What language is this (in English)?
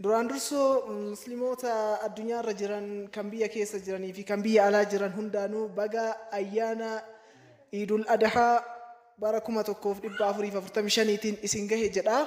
Oromo